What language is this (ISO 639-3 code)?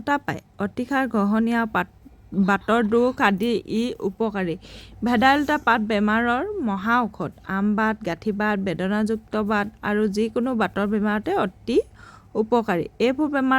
asm